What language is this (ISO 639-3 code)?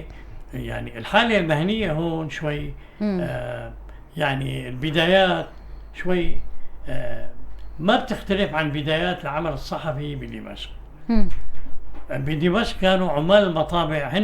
apc